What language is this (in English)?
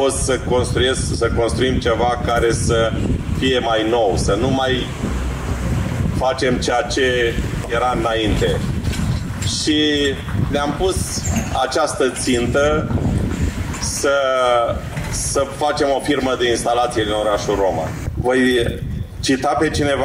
Romanian